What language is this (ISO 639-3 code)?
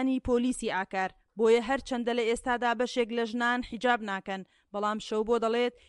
ckb